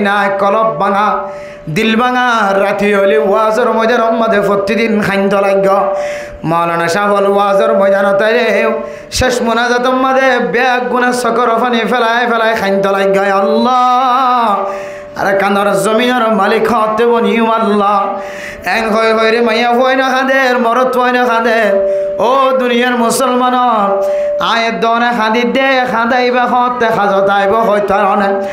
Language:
Rohingya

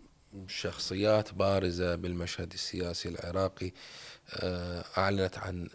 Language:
Mesopotamian Arabic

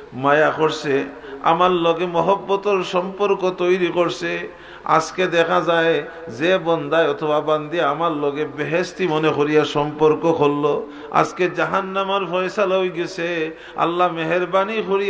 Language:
Sylheti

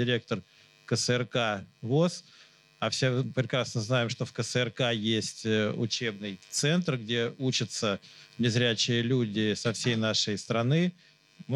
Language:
Russian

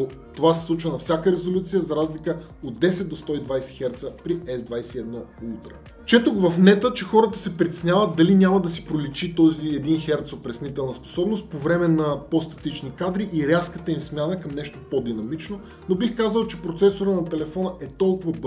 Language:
Bulgarian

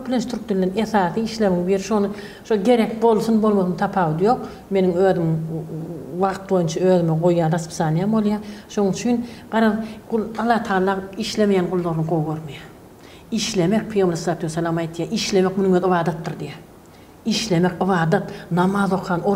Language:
Turkmen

